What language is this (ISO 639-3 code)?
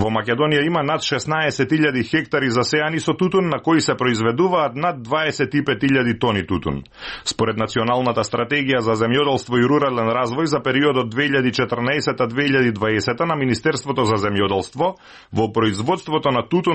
mkd